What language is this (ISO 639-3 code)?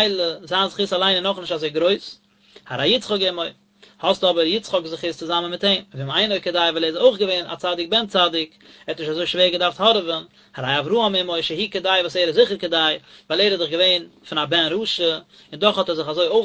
yid